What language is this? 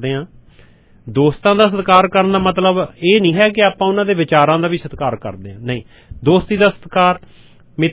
Punjabi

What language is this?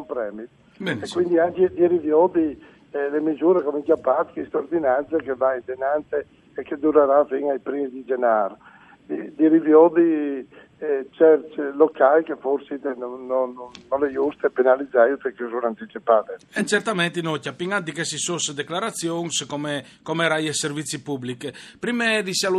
Friulian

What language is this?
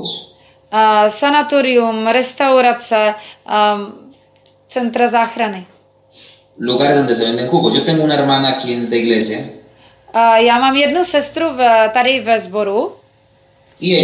Czech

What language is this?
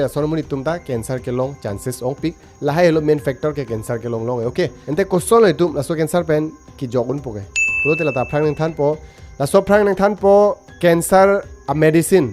Karbi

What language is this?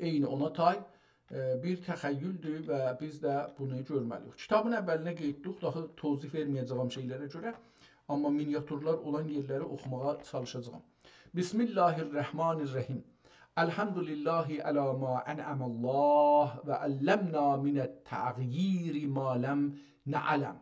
South Azerbaijani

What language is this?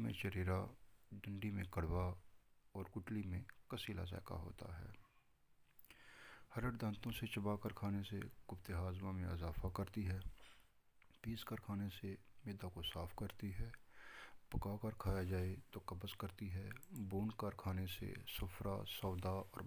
Urdu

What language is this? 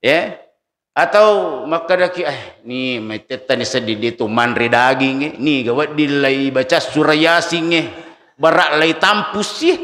Buginese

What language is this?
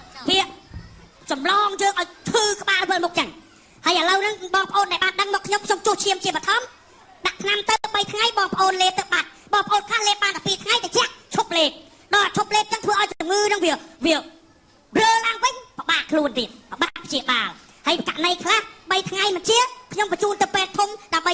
Khmer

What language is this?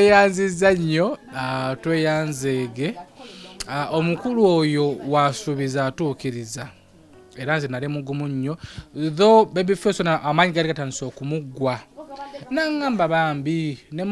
Ganda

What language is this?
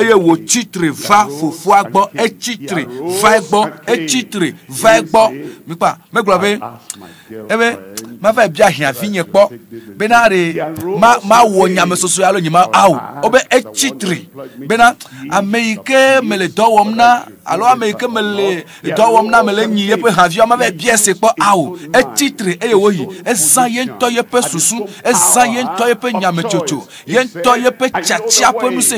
Ewe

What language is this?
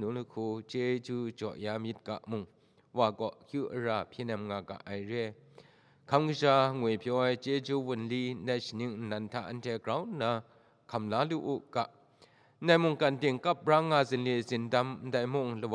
Kachin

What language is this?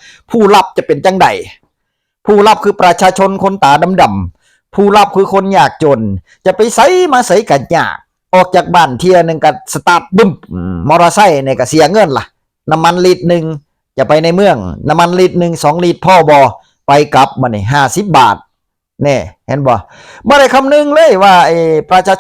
Northeastern Thai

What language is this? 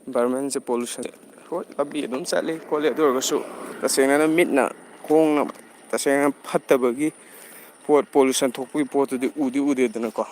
Manipuri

